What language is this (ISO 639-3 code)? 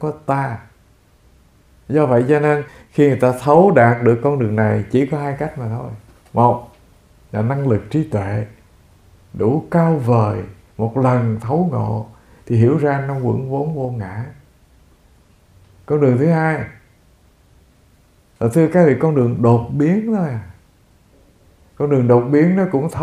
vie